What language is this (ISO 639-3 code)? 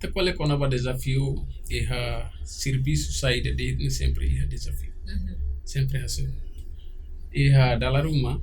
tet